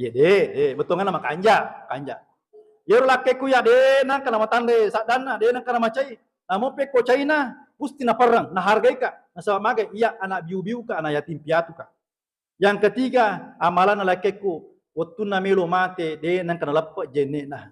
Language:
Buginese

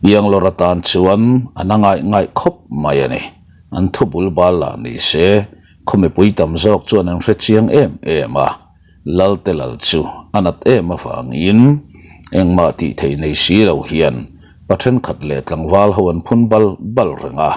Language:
Mizo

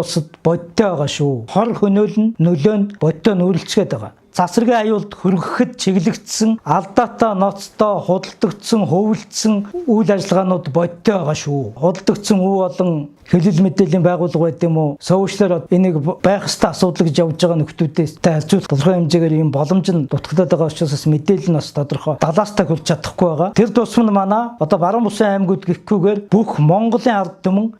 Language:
Mongolian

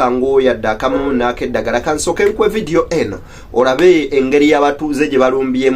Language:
Ganda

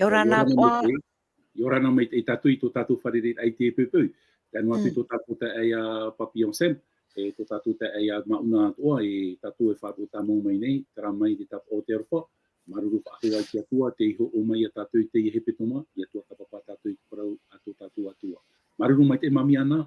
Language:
Tahitian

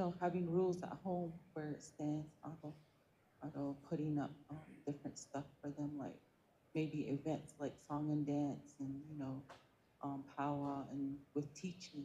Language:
Navajo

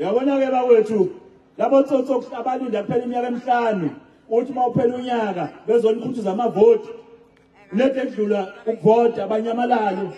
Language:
Zulu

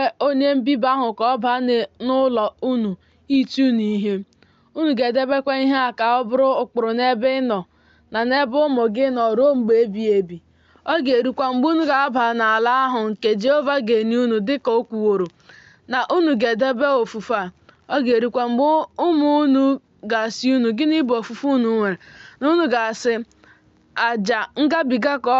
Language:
Igbo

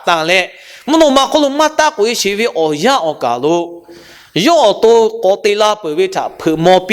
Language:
Lahu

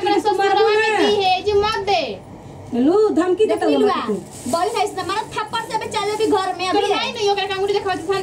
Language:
Bhojpuri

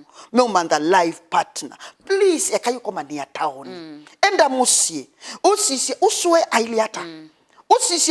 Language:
Kamba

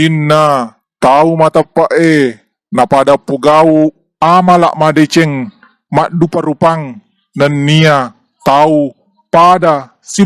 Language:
Buginese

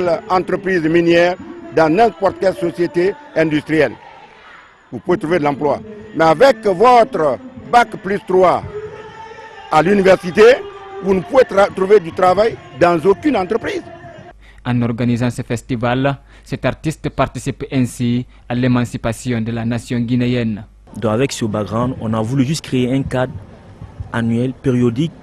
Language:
French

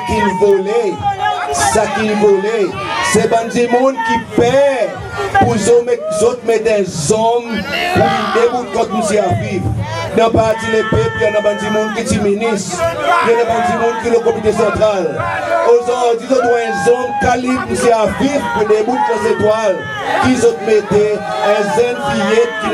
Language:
Seselwa Creole French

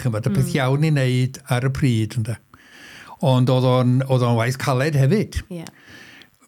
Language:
Welsh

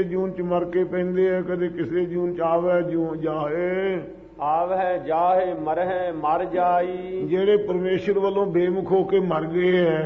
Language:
Punjabi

